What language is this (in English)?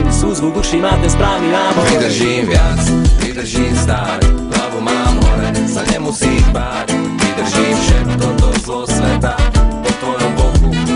Slovak